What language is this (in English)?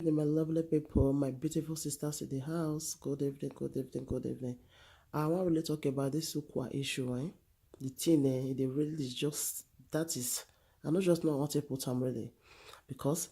Nigerian Pidgin